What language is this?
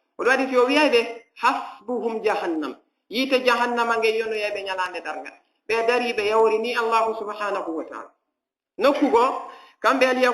Fula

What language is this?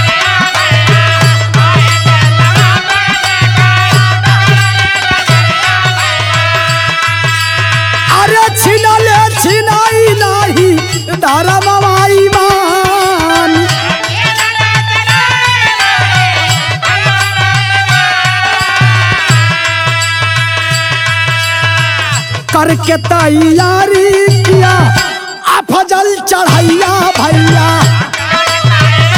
Bhojpuri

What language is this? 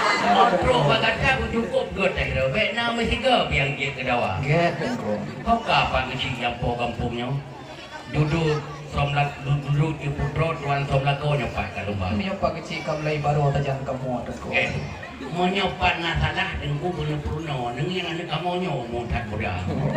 Achinese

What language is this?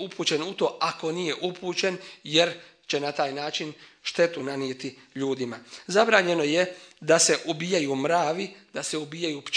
Bosnian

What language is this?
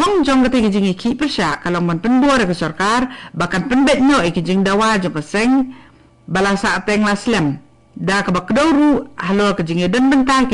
Khasi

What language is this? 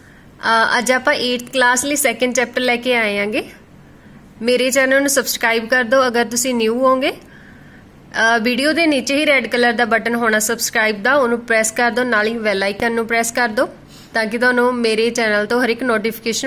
Punjabi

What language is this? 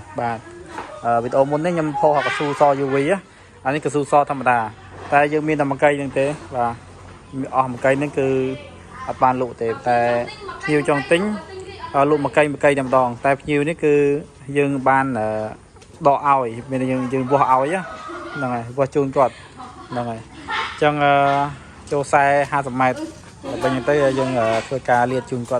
Khmer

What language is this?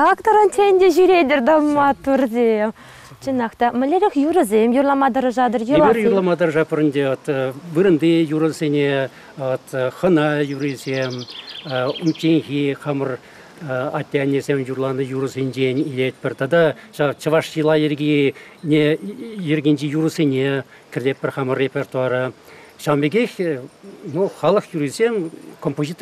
Chuvash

